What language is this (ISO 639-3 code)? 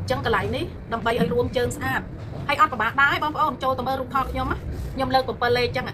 khm